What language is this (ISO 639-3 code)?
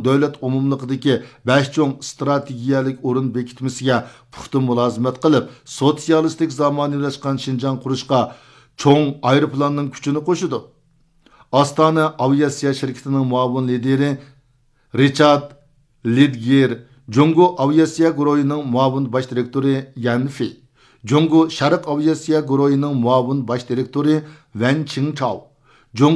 uig